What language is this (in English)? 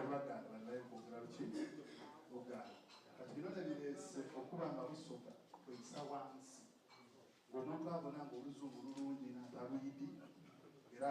Soga